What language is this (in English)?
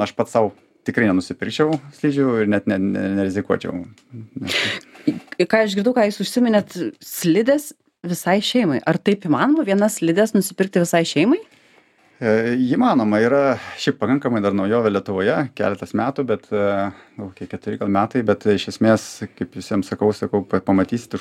Lithuanian